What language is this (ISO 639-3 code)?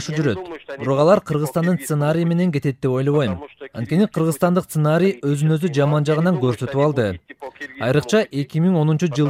kir